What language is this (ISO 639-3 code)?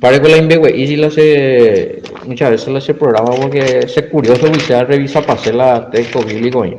grn